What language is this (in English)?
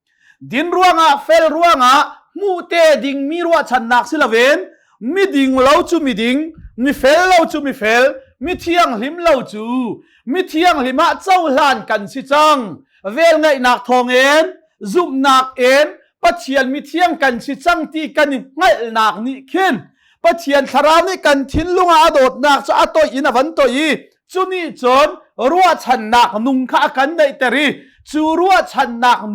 Hakha Chin